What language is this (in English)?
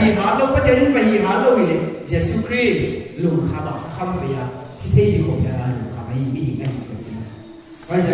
Paite Chin